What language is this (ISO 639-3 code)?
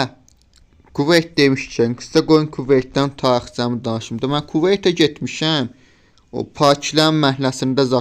aze